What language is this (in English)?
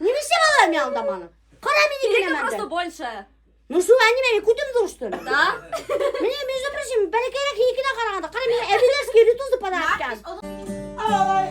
Bashkir